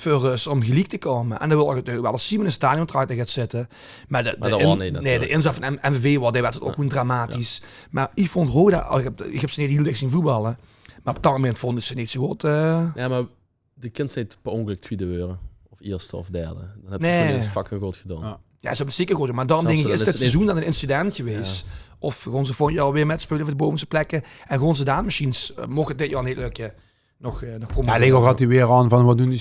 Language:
Limburgish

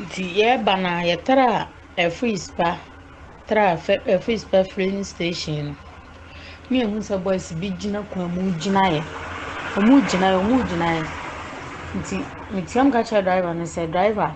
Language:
Akan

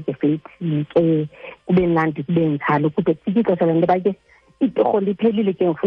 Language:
Xhosa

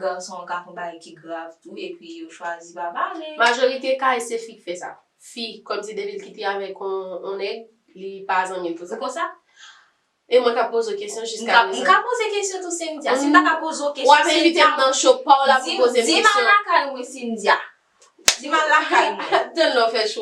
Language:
Haitian Creole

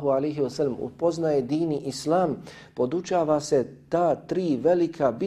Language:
Bosnian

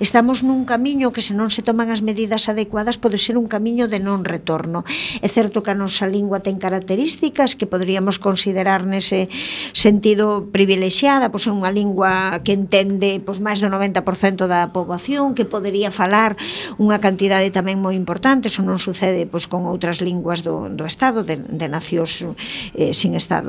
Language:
Galician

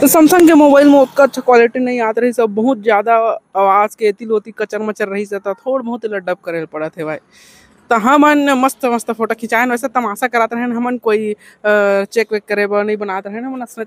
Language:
Chhattisgarhi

